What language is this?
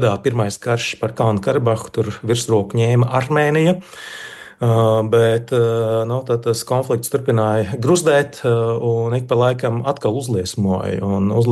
Latvian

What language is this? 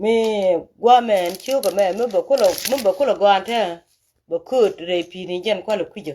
Nuer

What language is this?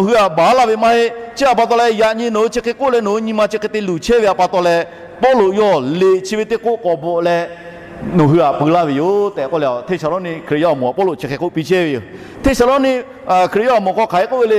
Lahu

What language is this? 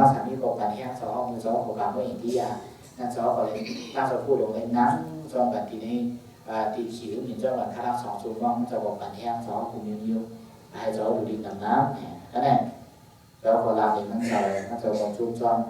Shan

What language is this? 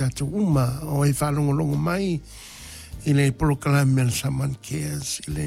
Samoan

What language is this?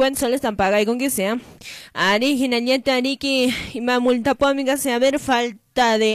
Quechua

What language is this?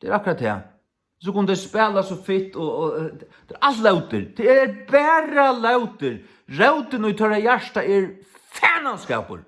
Faroese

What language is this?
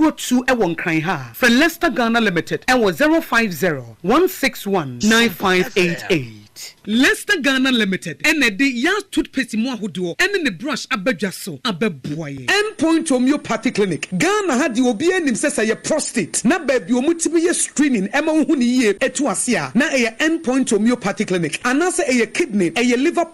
Akan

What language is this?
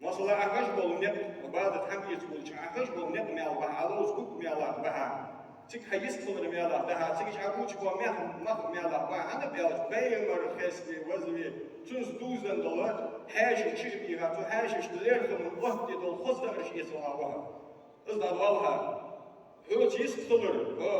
Ingush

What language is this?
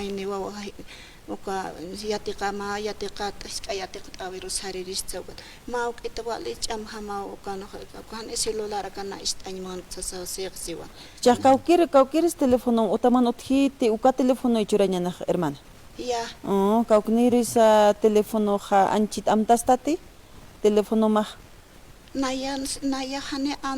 Aymara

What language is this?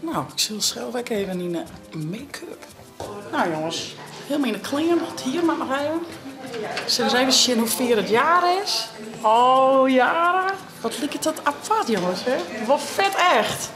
Western Frisian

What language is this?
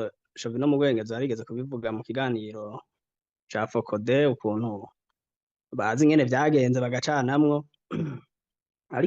Rundi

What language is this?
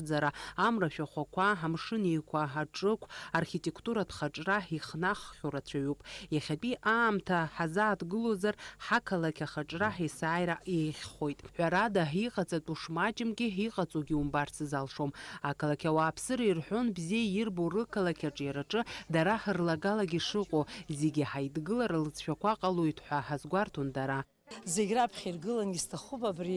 Abkhazian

